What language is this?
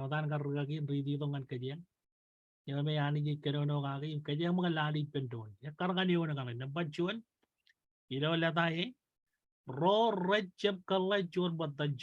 Marshallese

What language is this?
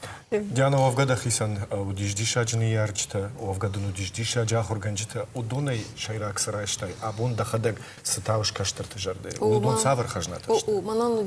Ossetic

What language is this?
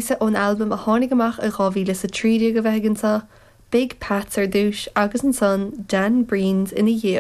Irish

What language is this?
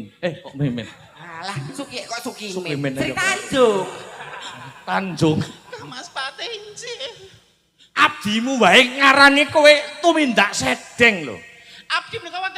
Javanese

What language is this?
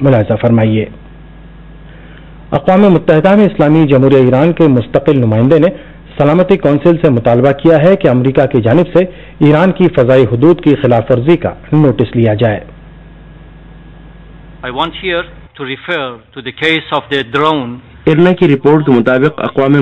Urdu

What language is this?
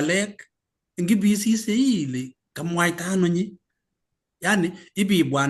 Kalenjin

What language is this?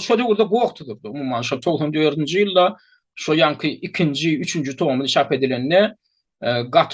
Turkmen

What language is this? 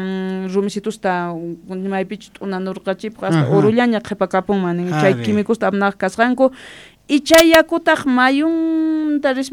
Quechua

